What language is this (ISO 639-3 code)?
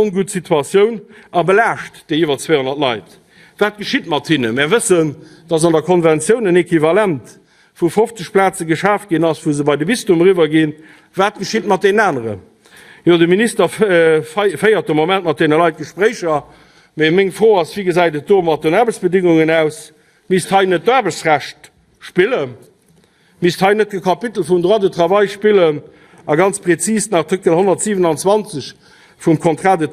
ltz